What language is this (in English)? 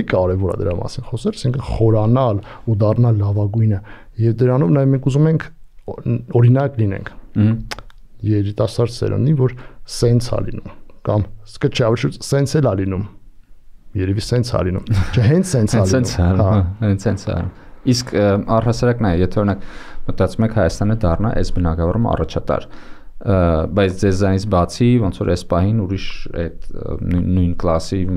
Armenian